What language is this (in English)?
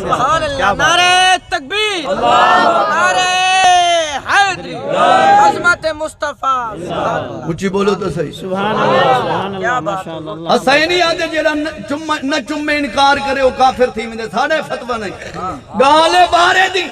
Saraiki